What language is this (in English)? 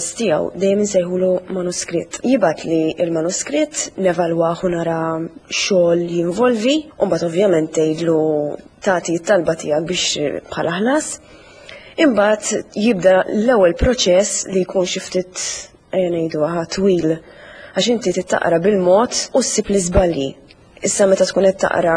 Maltese